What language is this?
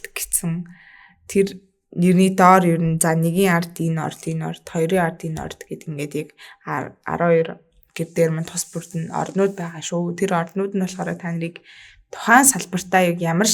Mongolian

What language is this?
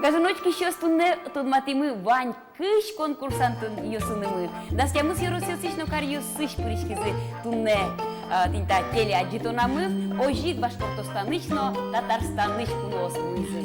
Udmurt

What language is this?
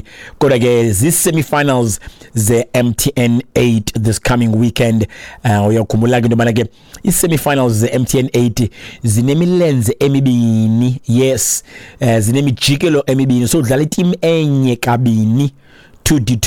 Xhosa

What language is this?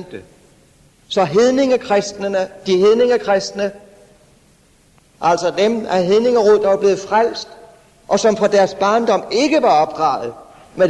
Danish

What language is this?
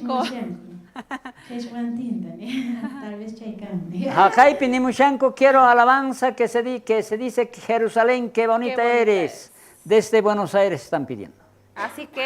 South Bolivian Quechua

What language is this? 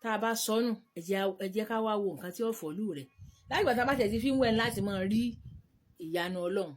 Yoruba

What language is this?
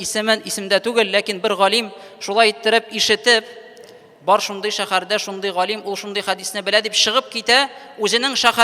Tatar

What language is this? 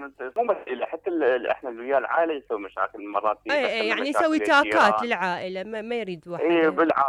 Mesopotamian Arabic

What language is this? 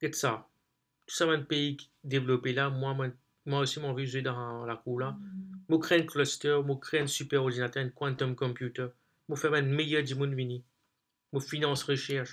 Morisyen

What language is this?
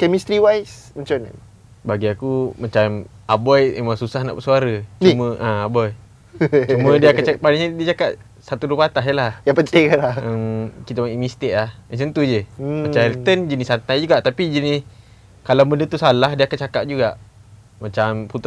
Malay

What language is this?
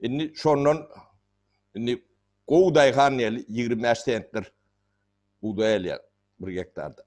Turkmen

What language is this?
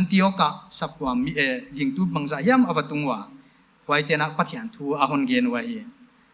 Paite Chin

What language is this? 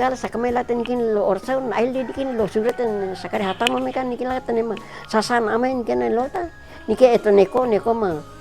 Nauete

